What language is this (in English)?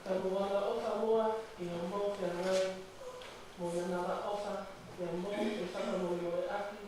Tongan